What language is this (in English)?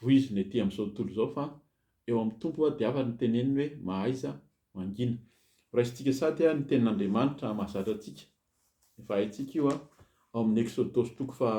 Malagasy